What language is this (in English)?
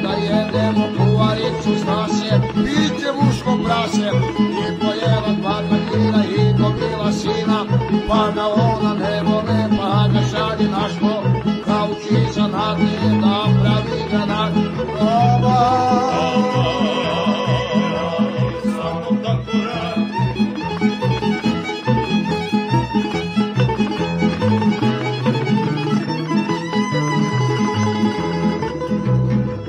Serbian